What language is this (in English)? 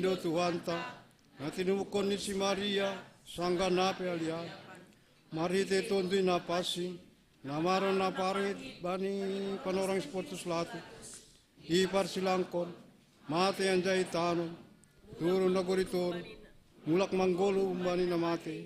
Batak Simalungun